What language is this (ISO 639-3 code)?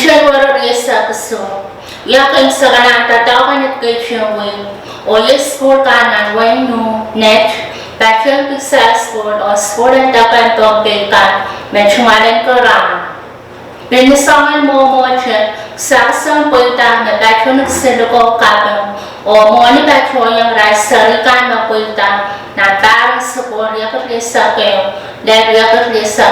pon